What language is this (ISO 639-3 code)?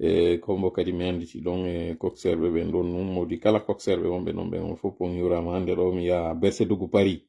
ful